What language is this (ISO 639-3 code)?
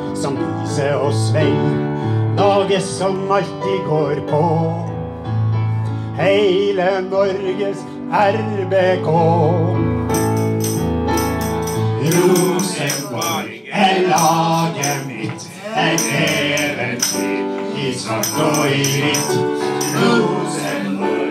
nor